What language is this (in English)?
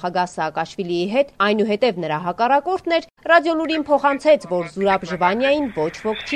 Armenian